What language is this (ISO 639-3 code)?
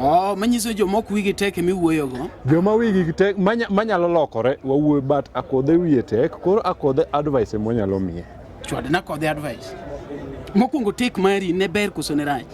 luo